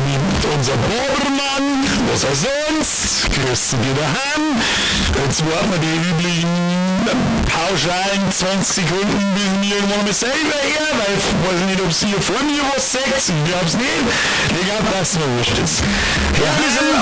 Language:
Bavarian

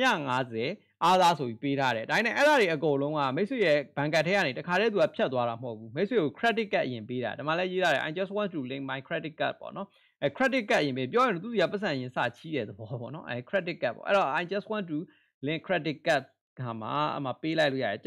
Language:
Burmese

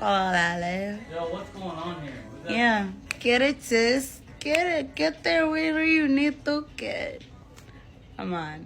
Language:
Marshallese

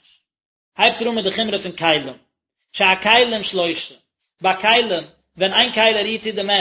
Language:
Yiddish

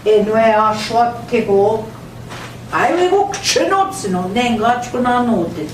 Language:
Central Ojibwa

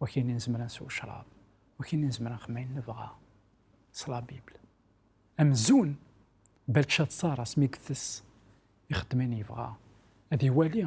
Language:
Kabyle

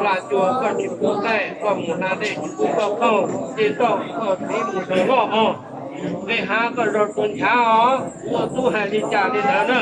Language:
Hmong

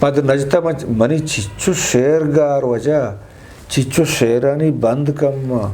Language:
Eastern Balochi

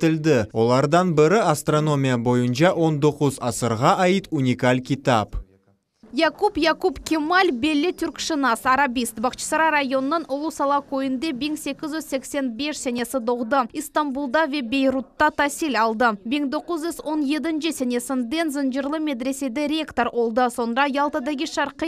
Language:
Crimean Tatar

